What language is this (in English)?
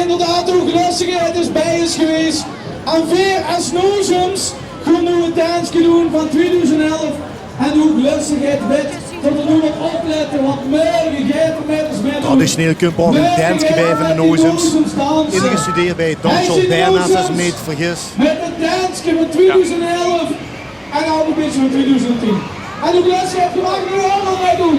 Limburgish